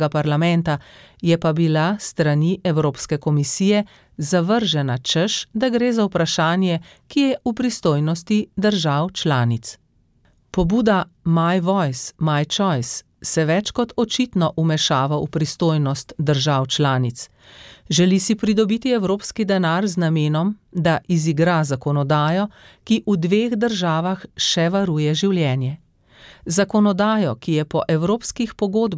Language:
Slovenian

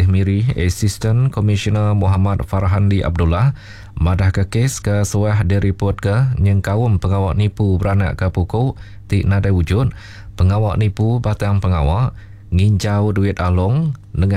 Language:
Iban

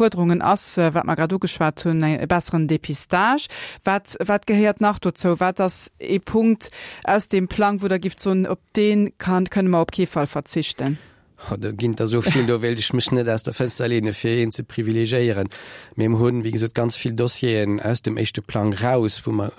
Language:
Luxembourgish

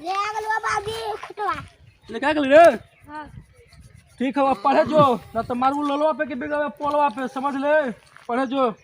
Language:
Magahi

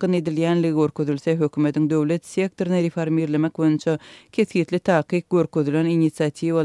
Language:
Turkmen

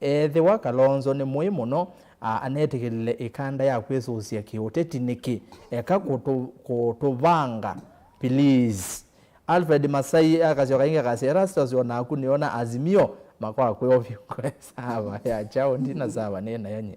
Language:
Kamba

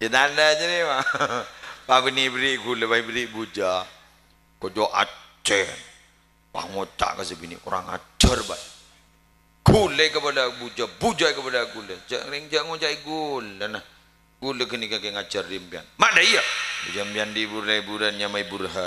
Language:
Madurese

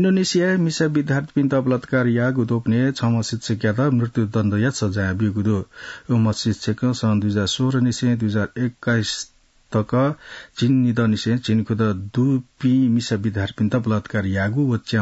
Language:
Newari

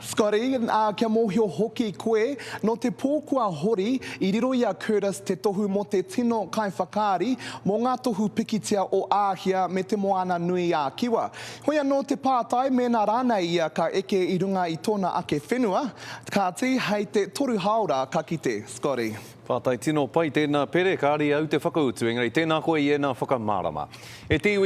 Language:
Māori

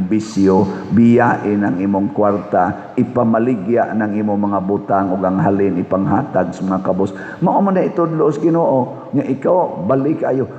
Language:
Cebuano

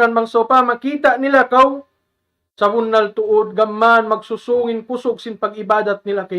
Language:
Tausug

